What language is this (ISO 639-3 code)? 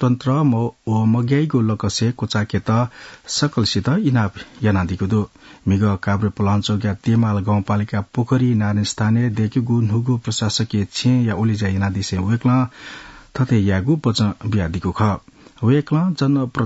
new